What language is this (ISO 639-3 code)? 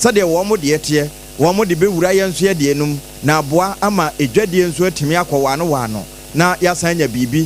aka